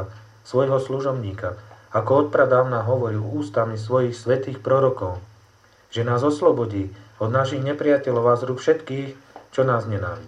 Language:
Slovak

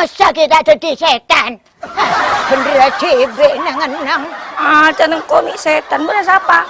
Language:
Madurese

